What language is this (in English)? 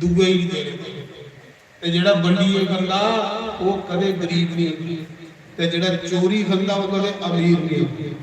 Dogri